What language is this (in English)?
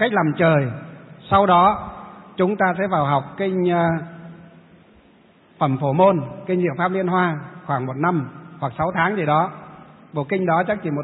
Vietnamese